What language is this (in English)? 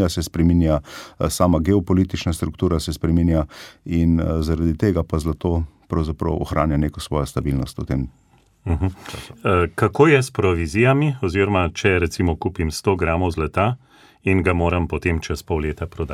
Slovenian